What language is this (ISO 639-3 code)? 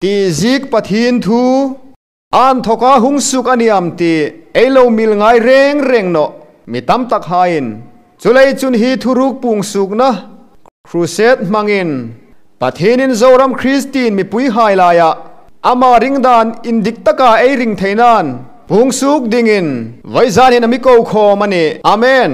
hmr